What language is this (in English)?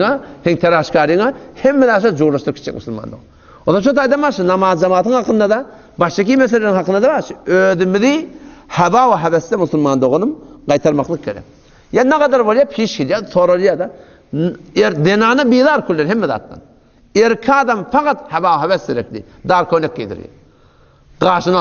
Turkmen